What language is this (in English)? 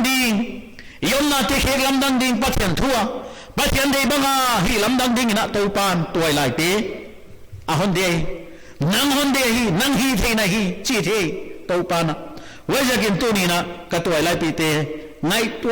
Paite Chin